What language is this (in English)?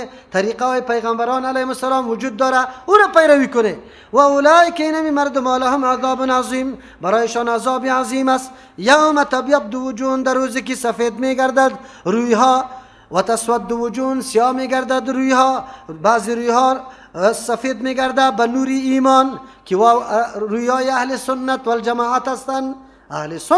Persian